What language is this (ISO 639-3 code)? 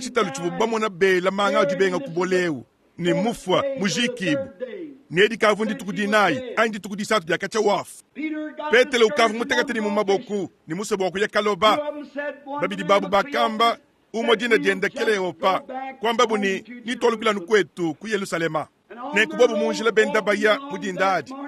lua